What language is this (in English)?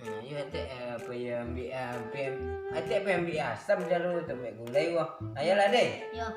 Minangkabau